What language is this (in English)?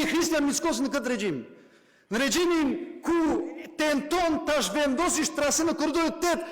Albanian